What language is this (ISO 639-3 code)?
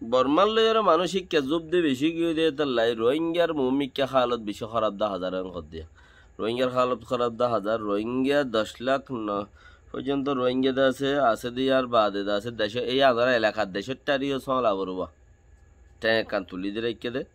rhg